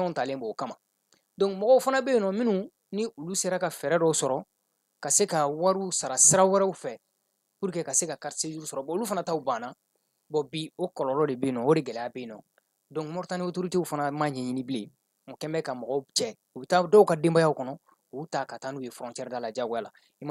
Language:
Bambara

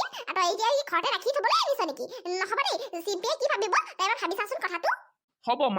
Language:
Assamese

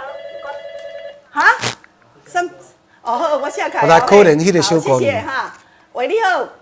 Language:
Min Nan Chinese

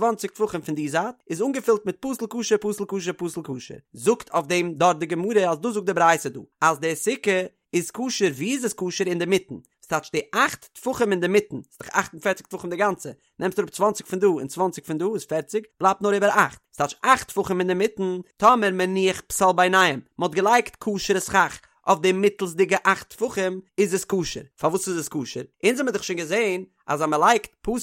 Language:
Yiddish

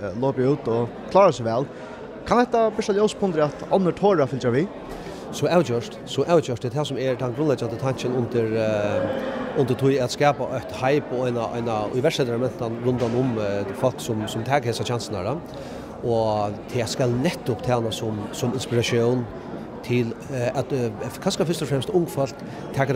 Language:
Faroese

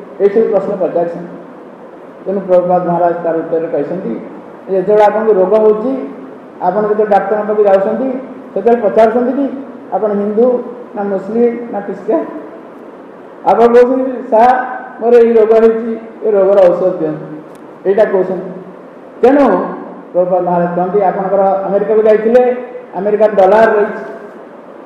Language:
Odia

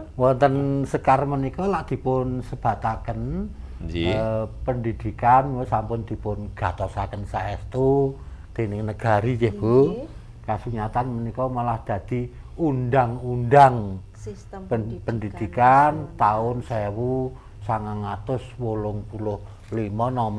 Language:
Javanese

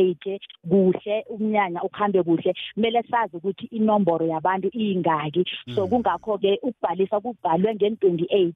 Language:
South Ndebele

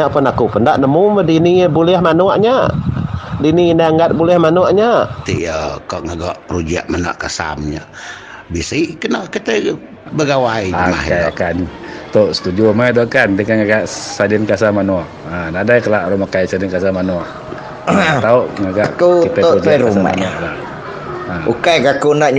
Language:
Iban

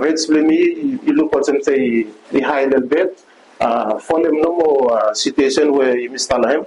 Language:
Bislama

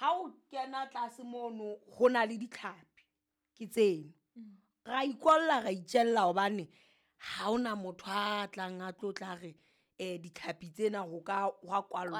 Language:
Southern Sotho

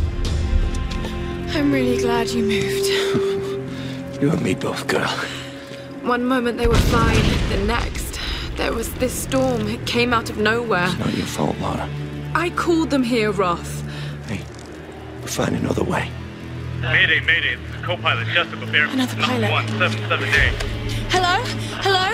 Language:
English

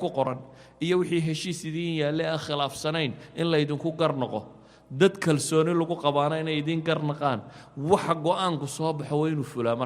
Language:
Somali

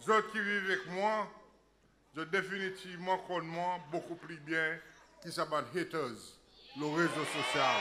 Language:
Seselwa Creole French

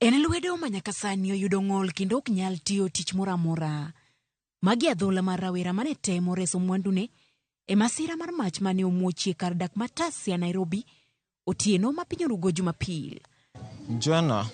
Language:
Luo (Kenya and Tanzania)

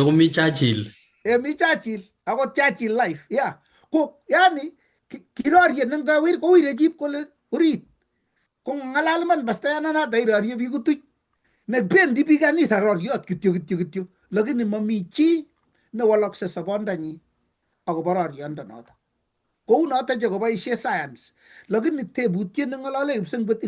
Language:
Kalenjin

